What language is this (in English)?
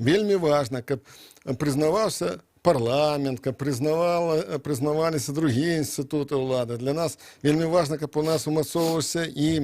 Belarusian